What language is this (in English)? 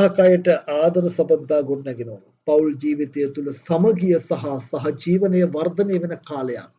Sinhala